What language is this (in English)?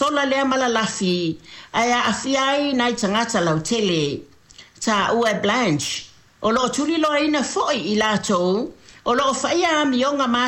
Samoan